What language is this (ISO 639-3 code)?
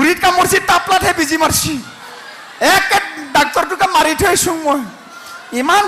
asm